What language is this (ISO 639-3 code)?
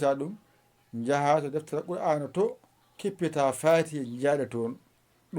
ful